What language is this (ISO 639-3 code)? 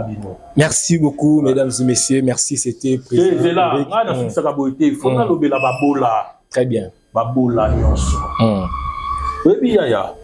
lin